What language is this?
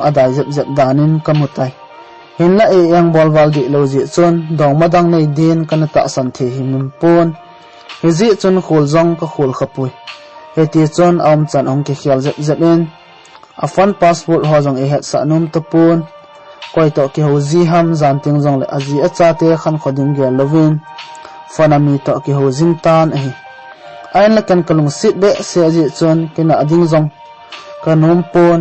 Thado Chin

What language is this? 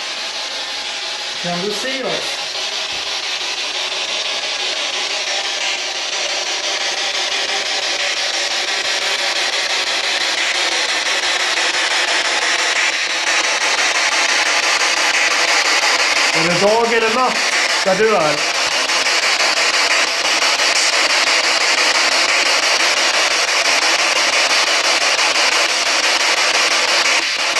Swedish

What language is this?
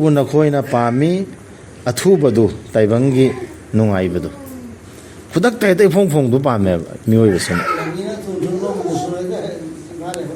Manipuri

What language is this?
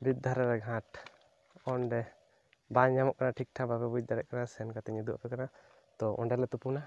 Santali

